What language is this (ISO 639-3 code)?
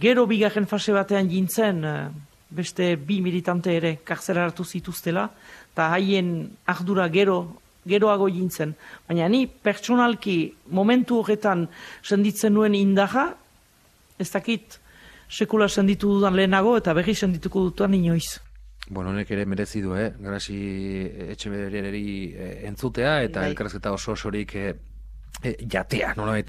eus